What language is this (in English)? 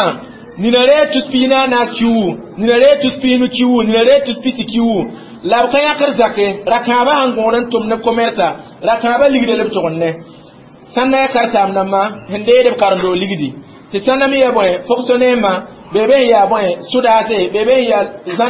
Mossi